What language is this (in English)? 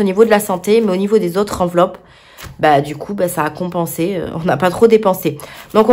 French